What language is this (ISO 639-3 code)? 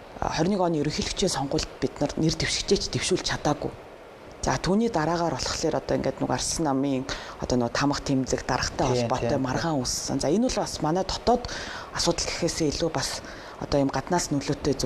mon